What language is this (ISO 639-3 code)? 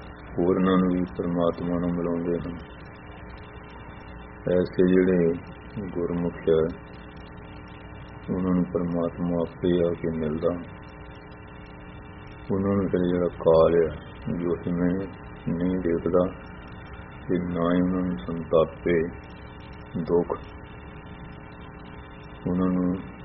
pan